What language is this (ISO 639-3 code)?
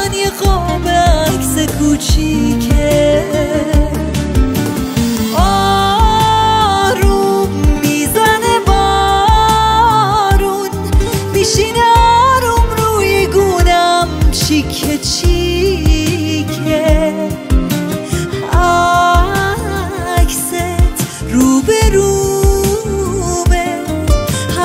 fas